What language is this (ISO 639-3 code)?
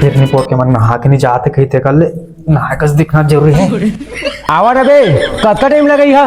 hne